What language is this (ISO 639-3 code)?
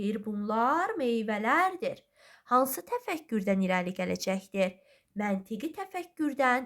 aze